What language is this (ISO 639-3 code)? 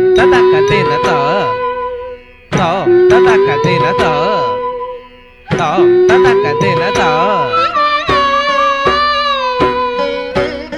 tel